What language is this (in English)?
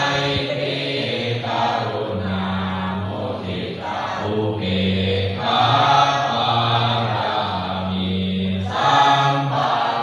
Pali